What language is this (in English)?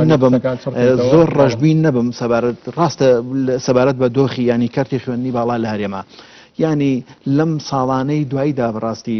Central Kurdish